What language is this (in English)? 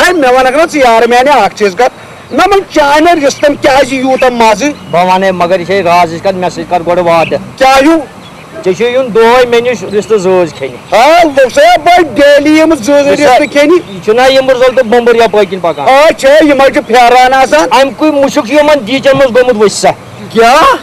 Kashmiri